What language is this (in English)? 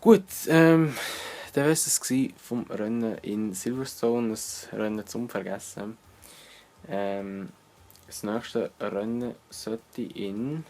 Swiss German